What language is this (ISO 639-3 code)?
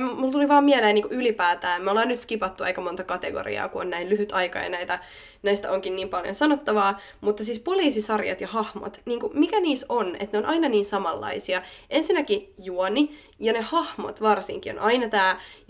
fin